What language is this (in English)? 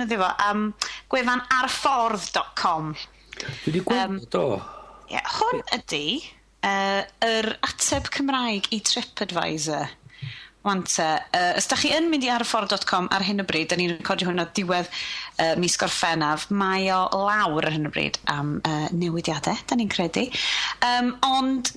Welsh